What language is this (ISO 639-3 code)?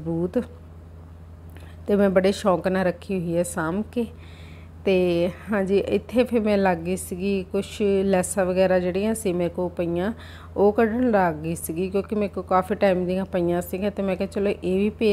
pan